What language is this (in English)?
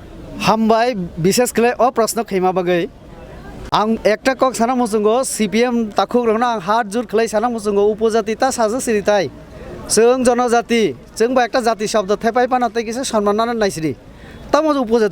Kok Borok